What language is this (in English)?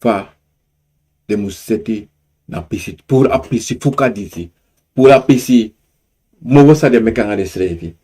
Sranan Tongo